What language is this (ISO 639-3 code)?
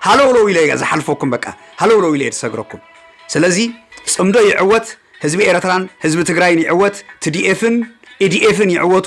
tir